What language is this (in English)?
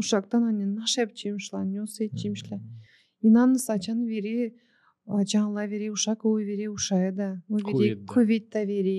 Gagauz